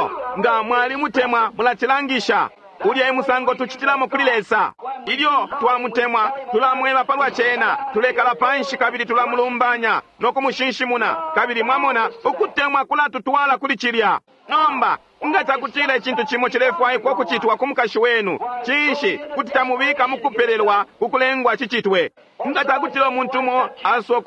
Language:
Bemba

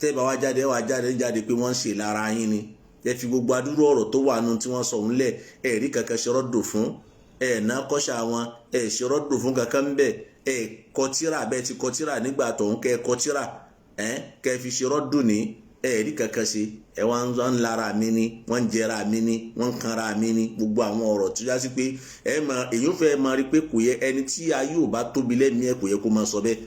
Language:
Yoruba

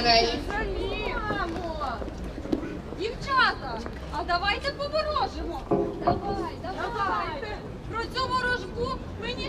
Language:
Ukrainian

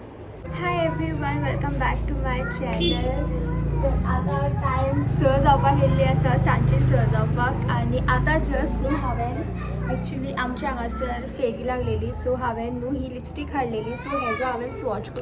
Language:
Konkani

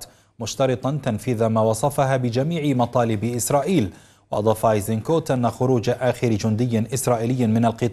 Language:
Arabic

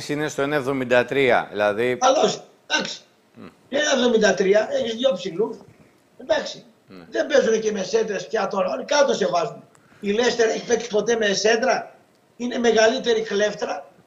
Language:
Greek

